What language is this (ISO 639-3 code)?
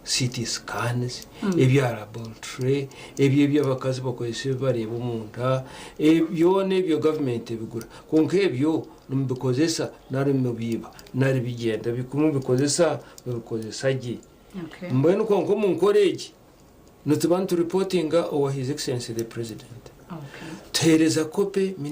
nyn